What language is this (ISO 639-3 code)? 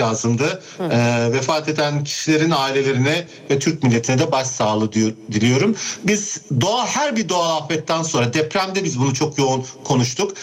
tur